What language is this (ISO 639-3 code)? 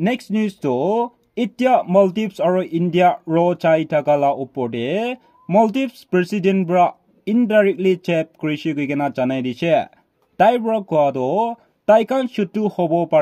nag